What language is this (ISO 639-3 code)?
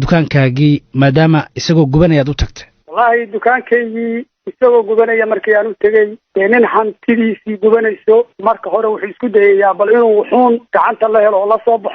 som